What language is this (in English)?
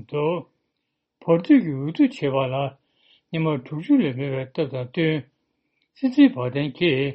Tibetan